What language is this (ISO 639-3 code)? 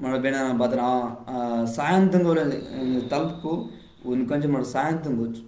kff